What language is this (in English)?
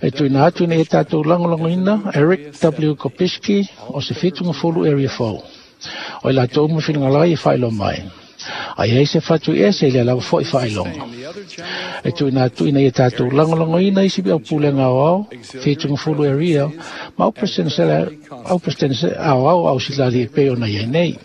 Samoan